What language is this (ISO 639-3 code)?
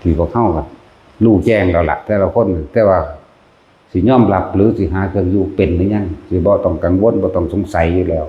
tts